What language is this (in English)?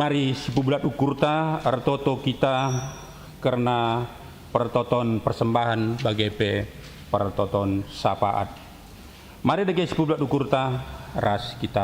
Batak Karo